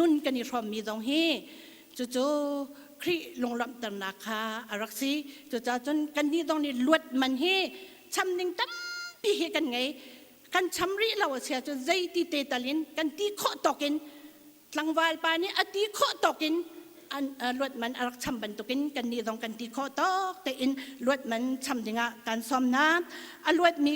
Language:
Hakha Chin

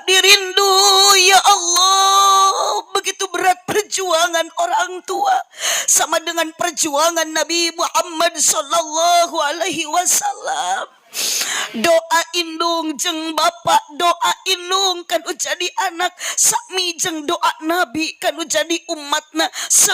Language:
Sundanese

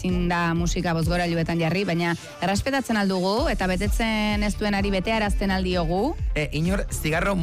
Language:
Basque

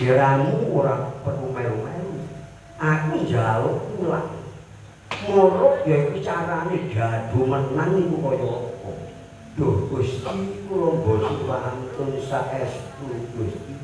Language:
Javanese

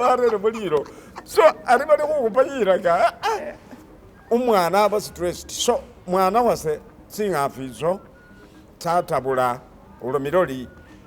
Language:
Masaaba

